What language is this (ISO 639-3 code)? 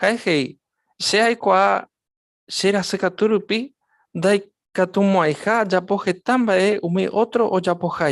grn